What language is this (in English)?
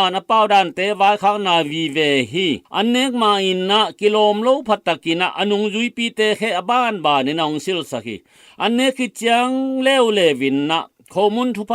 Tedim Chin